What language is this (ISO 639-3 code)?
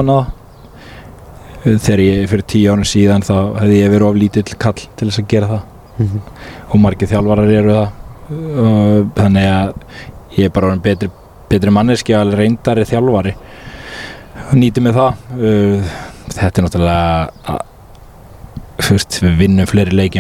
isl